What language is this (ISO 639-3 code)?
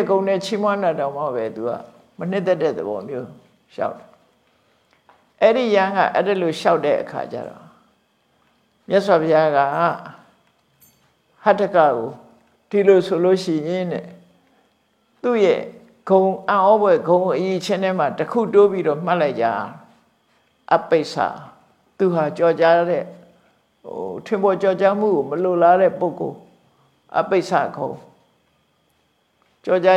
mya